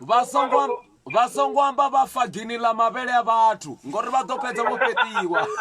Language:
Venda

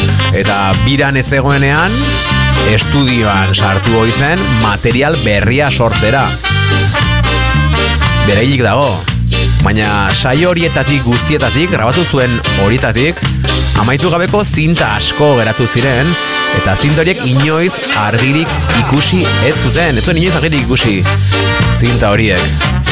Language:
Basque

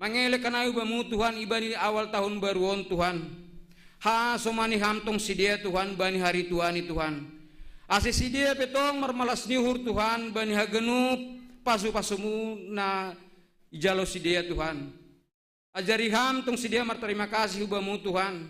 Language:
Batak Simalungun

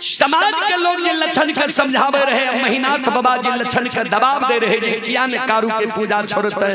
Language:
Maithili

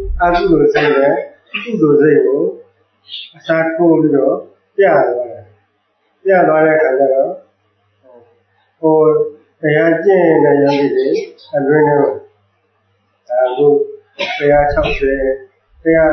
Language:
Burmese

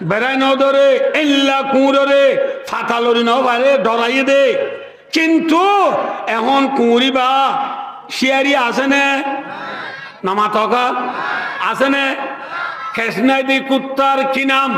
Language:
Rohingya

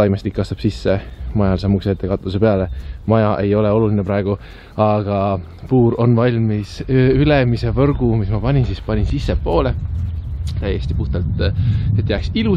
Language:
Estonian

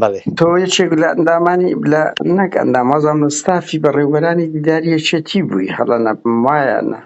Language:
Central Kurdish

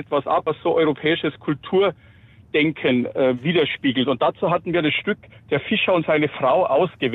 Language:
German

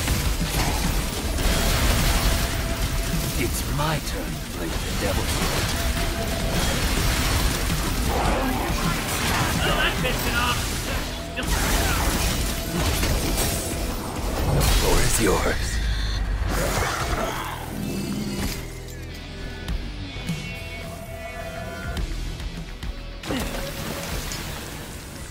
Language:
English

